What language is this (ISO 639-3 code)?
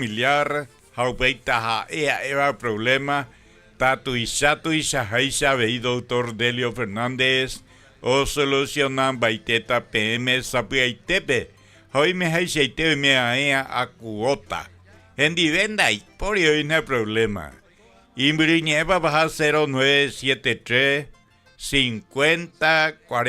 grn